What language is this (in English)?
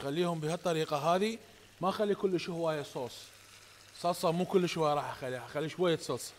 Mesopotamian Arabic